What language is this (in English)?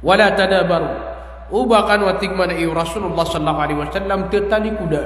Maranao